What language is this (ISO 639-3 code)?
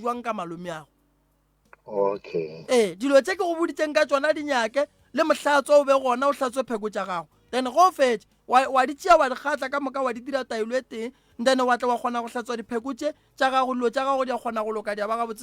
nso